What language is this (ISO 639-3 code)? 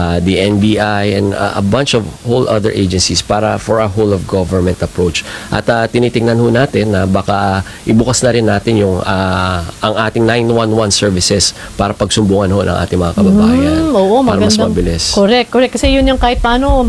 fil